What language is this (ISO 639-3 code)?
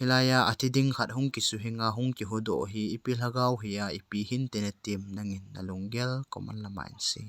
tcz